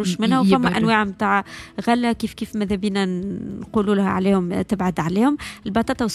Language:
Tunisian Arabic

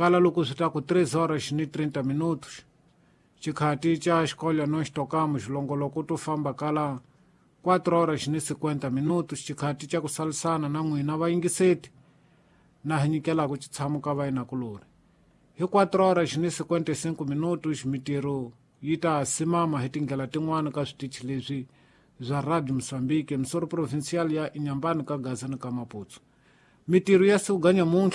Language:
Tsonga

